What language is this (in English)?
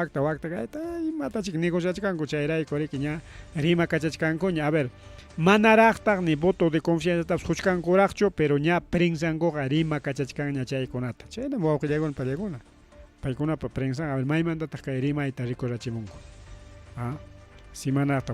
Ayacucho Quechua